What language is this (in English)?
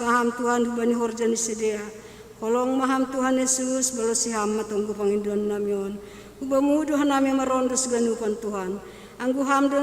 Batak Simalungun